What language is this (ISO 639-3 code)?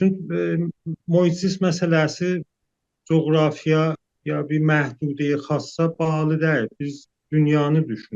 azb